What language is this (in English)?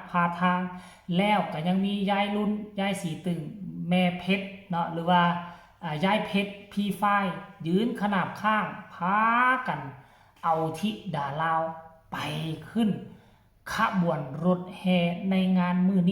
Northeastern Thai